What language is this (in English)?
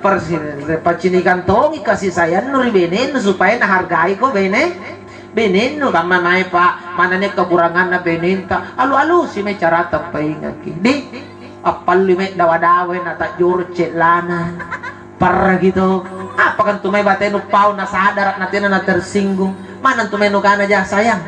Makasar